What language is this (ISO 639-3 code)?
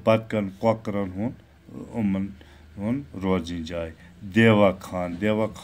kas